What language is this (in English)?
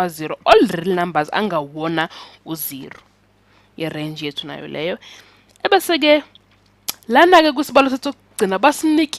Zulu